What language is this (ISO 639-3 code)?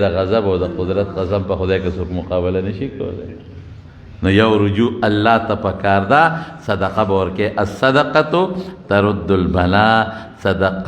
pus